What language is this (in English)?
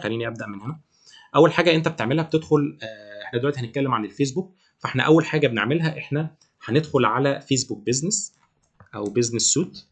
Egyptian Arabic